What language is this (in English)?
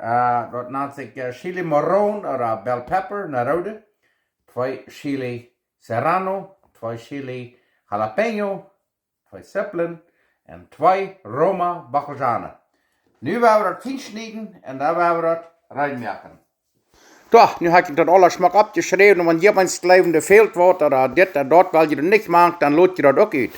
Plautdietsch